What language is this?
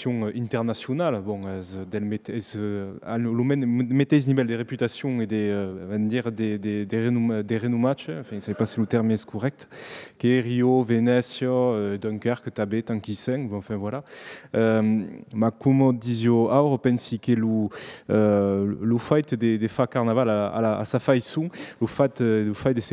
Occitan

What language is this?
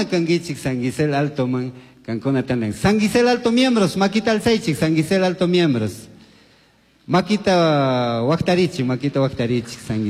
Chimborazo Highland Quichua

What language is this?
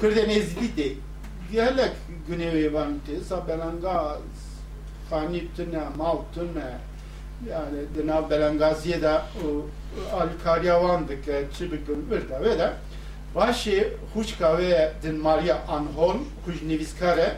Kurdish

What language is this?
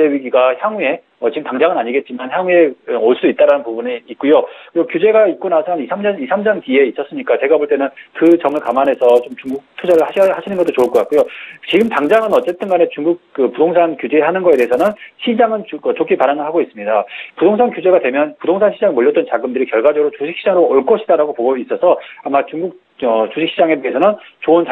Korean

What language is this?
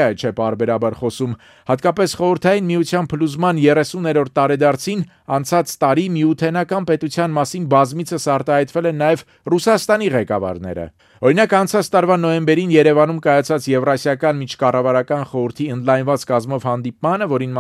Armenian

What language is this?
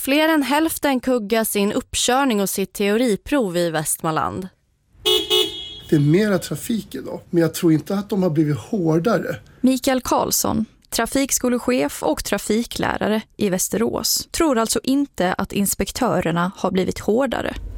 Swedish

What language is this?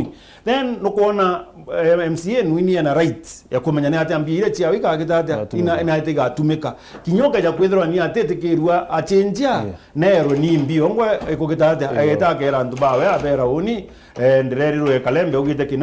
Meru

